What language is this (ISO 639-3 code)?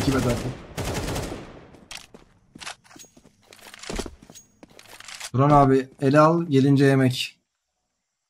tur